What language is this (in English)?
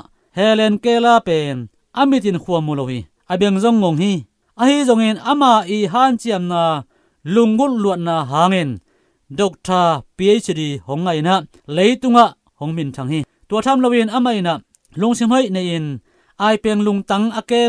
Tedim Chin